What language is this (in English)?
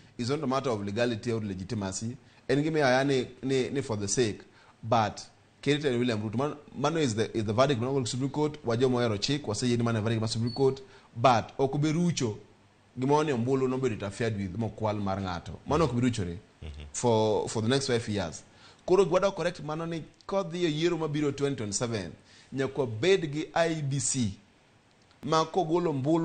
Luo (Kenya and Tanzania)